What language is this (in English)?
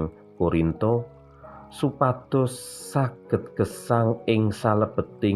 Javanese